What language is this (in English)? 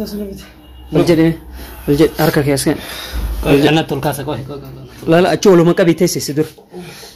Oromo